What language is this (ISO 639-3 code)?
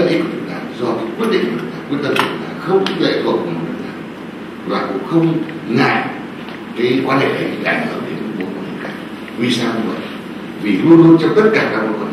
vie